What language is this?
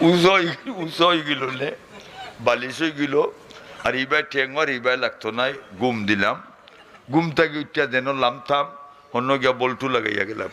Sylheti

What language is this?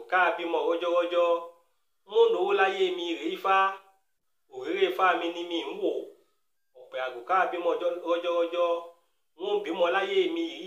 Yoruba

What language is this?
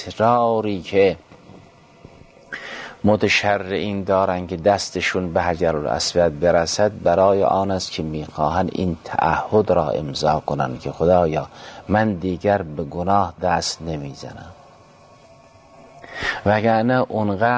Persian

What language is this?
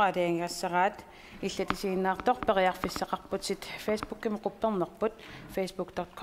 Kalaallisut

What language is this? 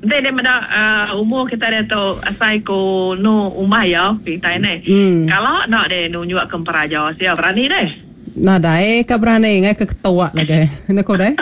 Iban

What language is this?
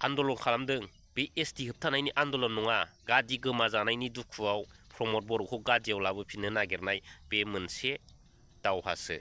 Bodo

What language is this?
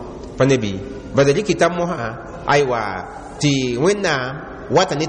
Mossi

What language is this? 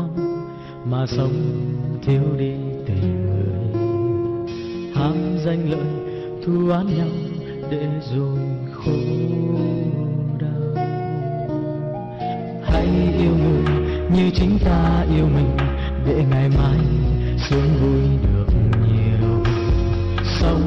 Vietnamese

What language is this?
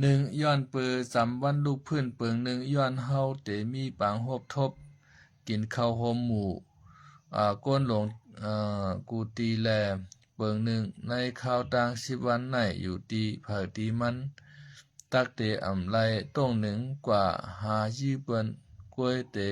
Shan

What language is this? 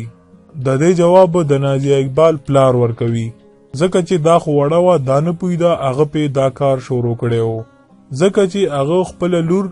Pashto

